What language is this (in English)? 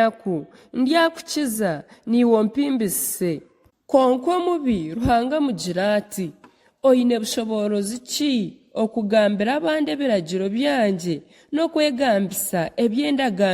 Nyankole